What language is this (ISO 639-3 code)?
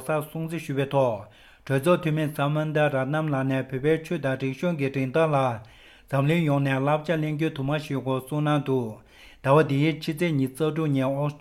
bod